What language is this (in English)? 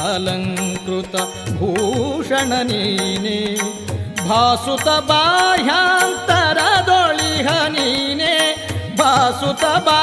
Kannada